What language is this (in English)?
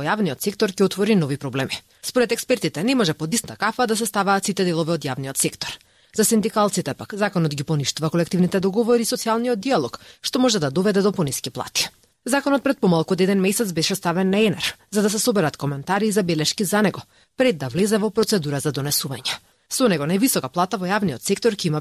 Macedonian